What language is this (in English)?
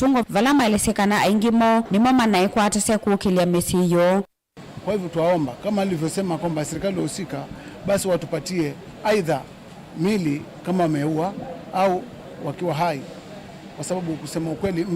Kamba